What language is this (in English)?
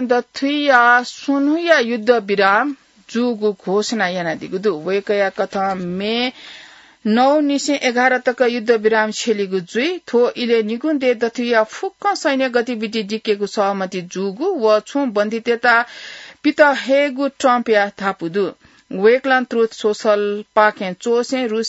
Newari